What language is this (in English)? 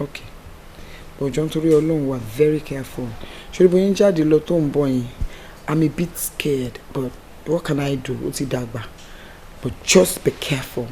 Yoruba